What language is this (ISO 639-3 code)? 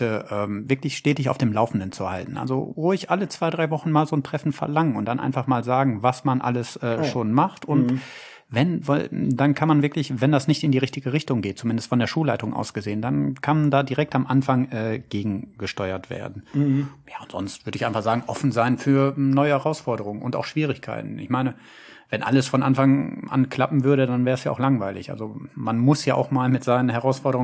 deu